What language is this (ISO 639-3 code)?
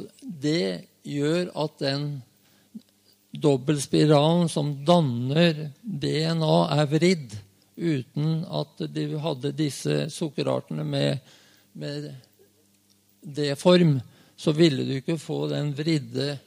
nor